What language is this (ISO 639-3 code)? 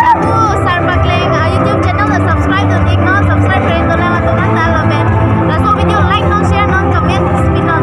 mjw